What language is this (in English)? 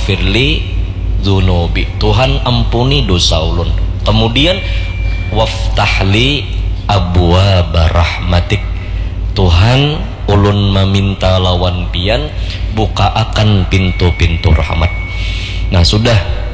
Banjar